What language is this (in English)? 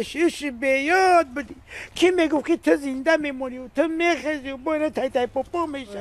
Tajik